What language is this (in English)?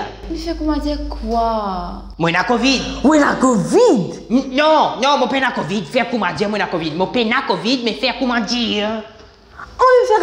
Morisyen